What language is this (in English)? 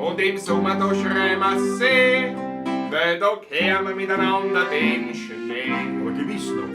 Bavarian